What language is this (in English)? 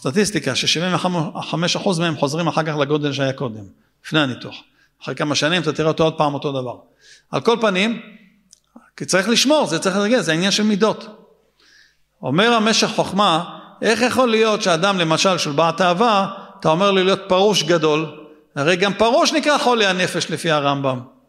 Hebrew